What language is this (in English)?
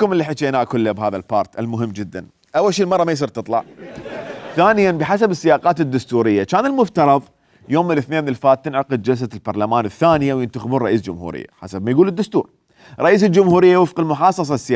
Mesopotamian Arabic